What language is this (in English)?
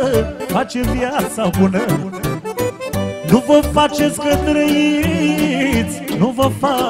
Romanian